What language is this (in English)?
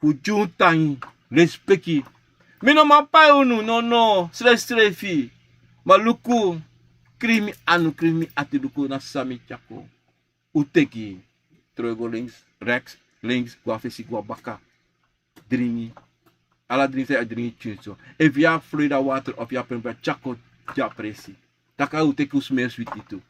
Sranan Tongo